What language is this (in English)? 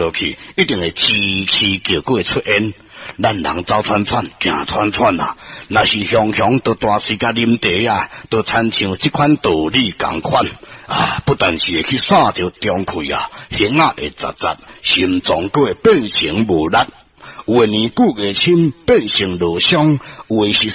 Min Nan Chinese